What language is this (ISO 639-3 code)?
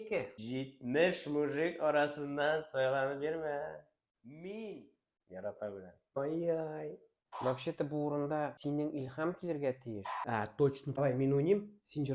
tat